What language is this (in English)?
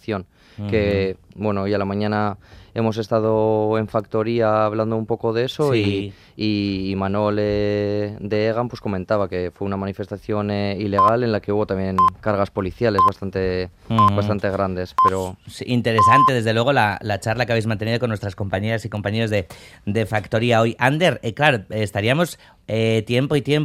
Spanish